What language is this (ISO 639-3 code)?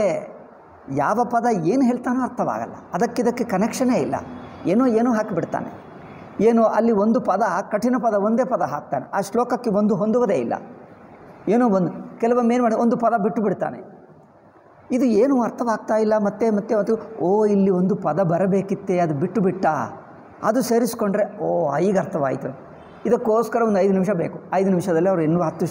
kan